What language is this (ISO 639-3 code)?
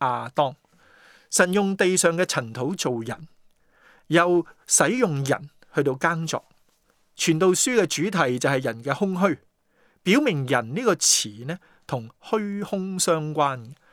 yue